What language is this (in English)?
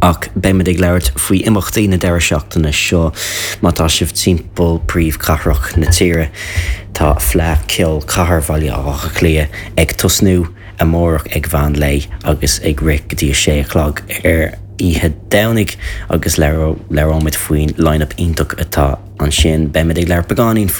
Irish